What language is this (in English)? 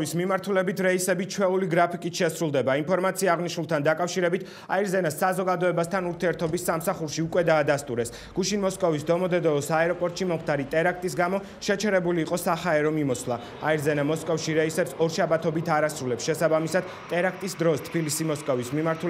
Georgian